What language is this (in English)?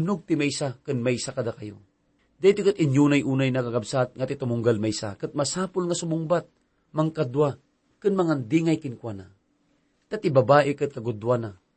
Iloko